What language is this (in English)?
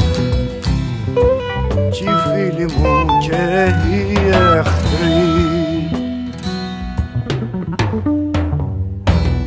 Greek